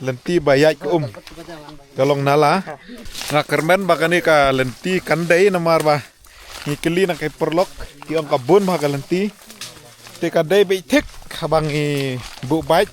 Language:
Khasi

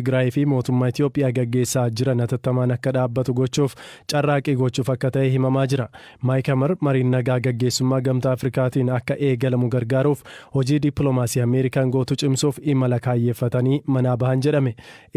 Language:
Oromo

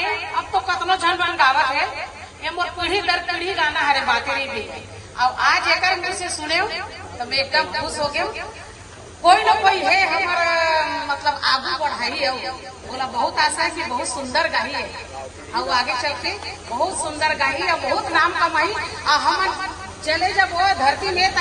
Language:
Chhattisgarhi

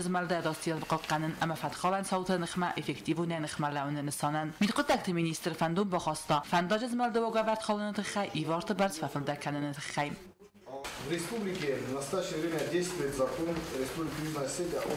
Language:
Ossetic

